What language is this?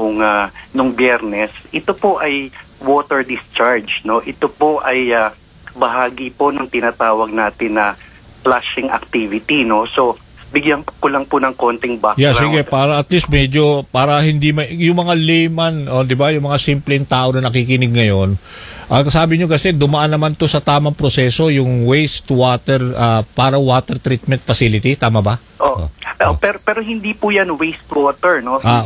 Filipino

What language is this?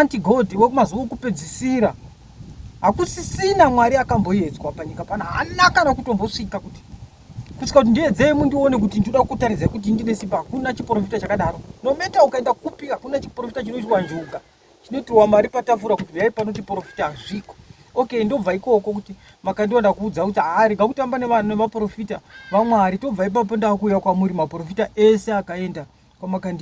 Shona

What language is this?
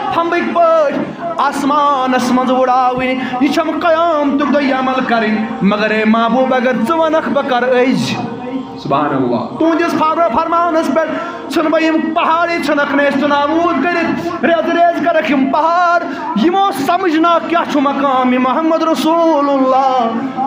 Kashmiri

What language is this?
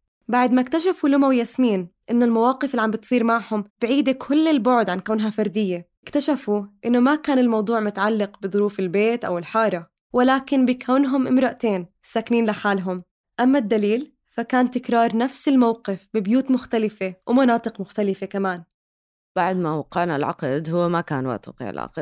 North Levantine Arabic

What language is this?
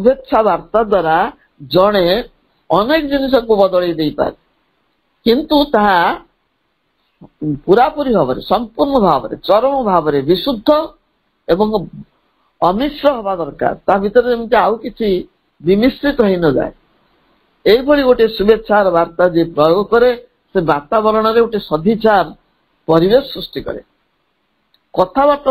Odia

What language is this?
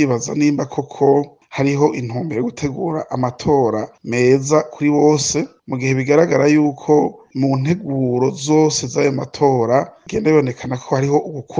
Rundi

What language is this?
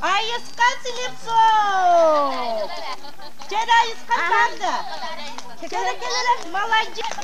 Yakut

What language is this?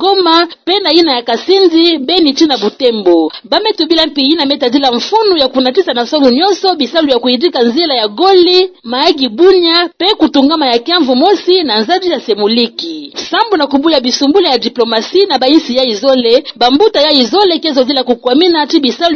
Kituba (Democratic Republic of Congo)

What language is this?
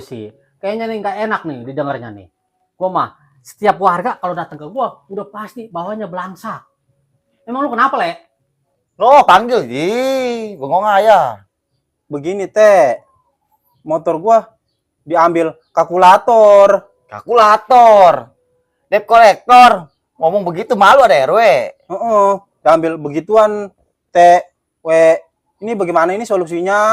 Betawi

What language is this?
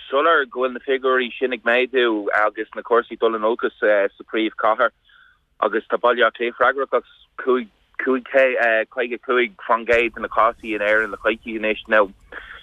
Irish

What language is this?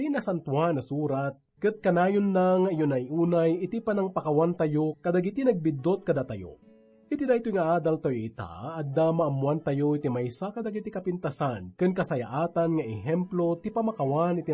Iloko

